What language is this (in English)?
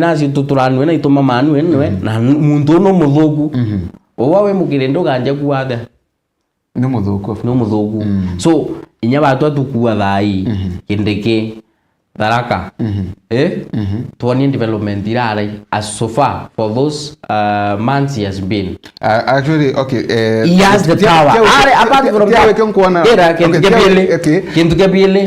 Meru